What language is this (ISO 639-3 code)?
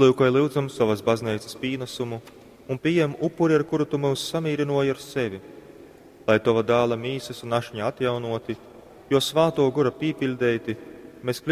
ltg